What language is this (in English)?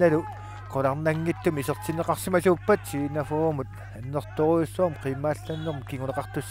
Kalaallisut